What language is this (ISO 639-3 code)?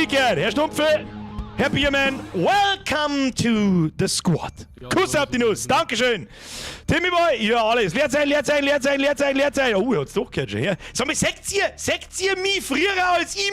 bar